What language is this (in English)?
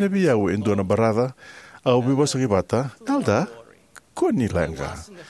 Fijian